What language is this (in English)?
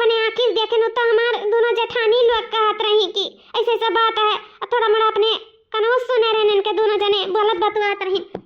Awadhi